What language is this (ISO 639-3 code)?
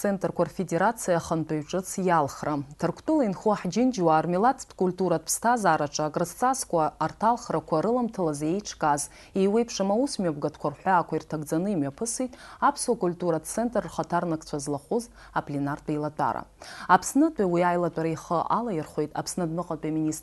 abk